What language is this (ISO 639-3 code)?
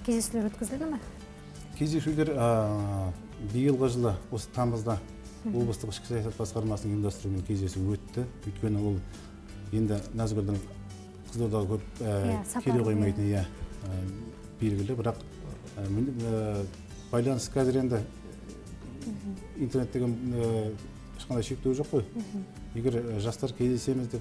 kaz